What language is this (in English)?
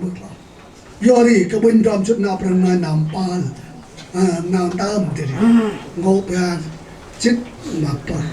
Central Mnong